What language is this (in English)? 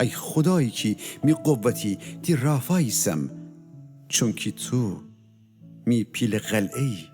Gilaki